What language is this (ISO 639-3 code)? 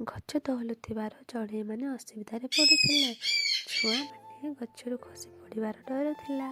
ori